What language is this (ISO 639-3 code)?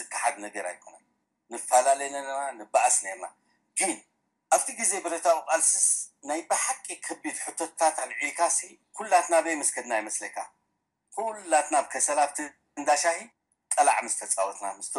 tir